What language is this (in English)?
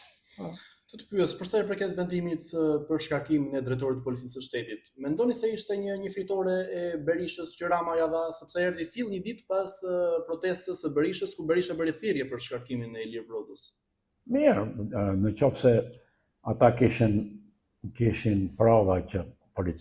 Albanian